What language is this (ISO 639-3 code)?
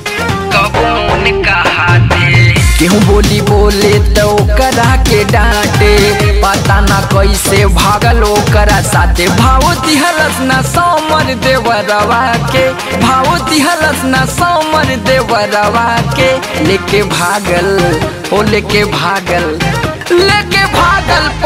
bho